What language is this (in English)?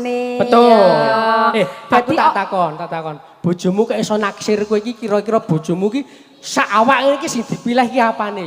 Javanese